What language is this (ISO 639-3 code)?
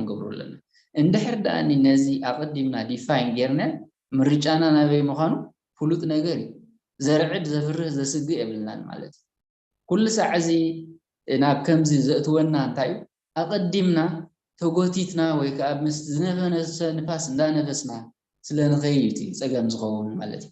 tir